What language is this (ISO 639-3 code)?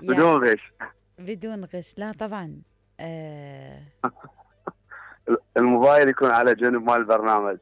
acm